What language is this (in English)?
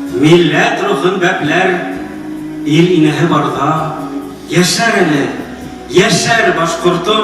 Bashkir